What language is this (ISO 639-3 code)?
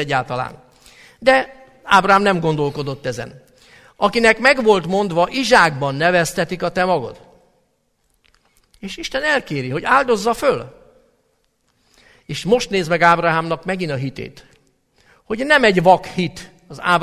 hun